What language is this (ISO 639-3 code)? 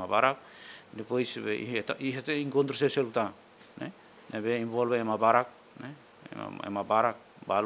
tet